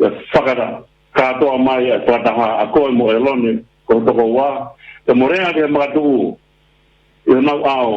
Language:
Tongan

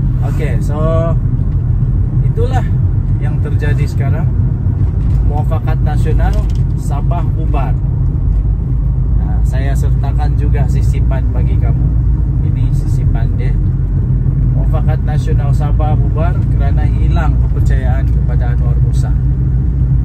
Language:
Malay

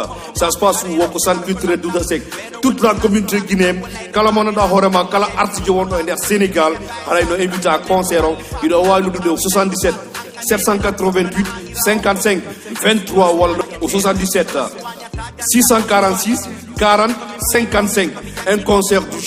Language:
Fula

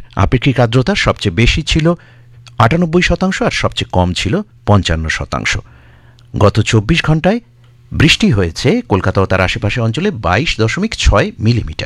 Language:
Bangla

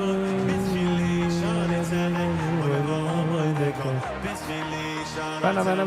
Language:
Yiddish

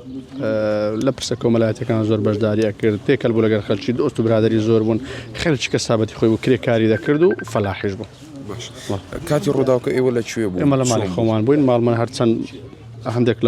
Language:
Central Kurdish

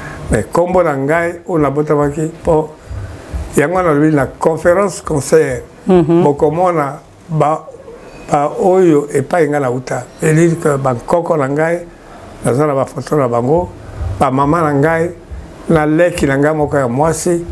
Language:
Lingala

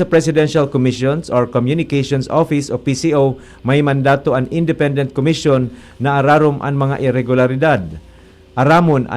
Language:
Bikol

